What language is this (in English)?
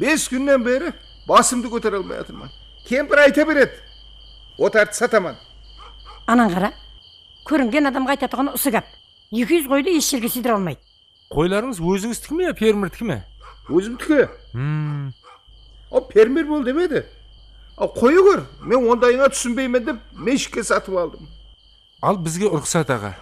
Kara-Kalpak